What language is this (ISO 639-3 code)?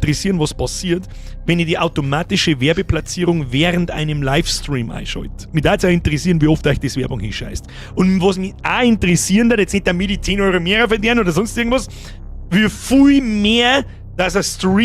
bar